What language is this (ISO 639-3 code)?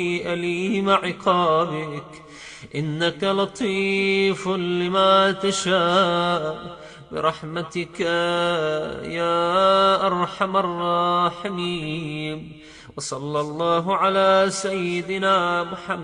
urd